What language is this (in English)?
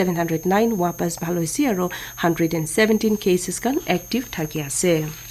Naga Pidgin